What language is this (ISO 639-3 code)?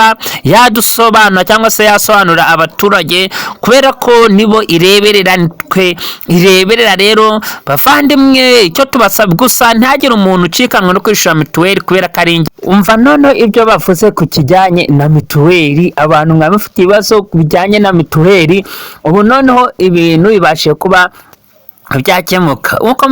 kin